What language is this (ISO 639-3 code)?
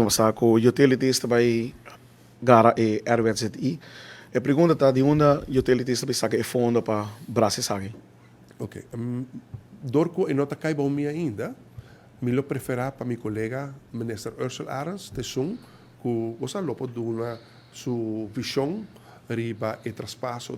pap